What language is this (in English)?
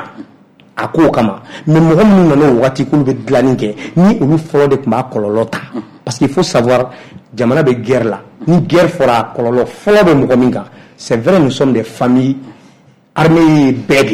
Bambara